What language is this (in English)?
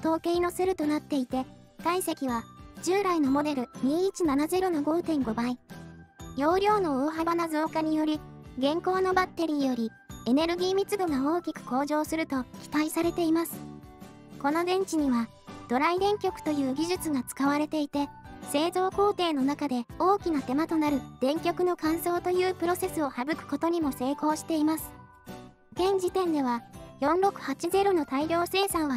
Japanese